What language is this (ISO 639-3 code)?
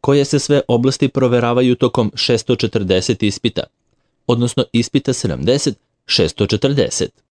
srp